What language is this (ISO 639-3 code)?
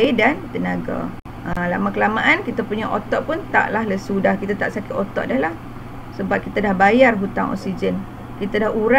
msa